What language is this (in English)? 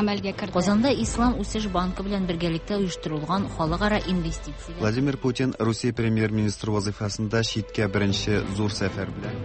Tatar